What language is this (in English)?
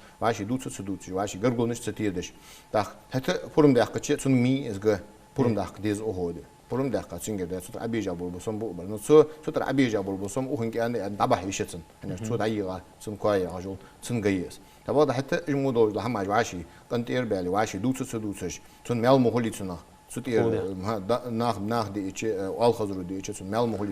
Ingush